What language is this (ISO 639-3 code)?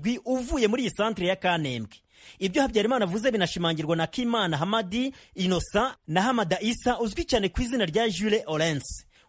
kin